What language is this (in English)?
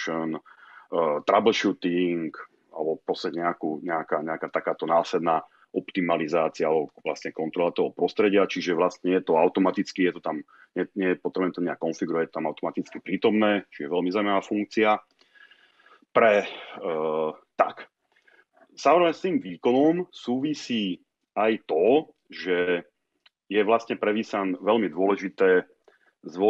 Slovak